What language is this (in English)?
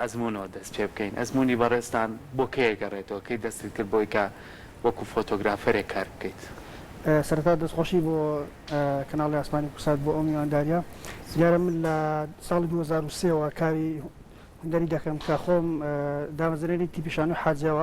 Central Kurdish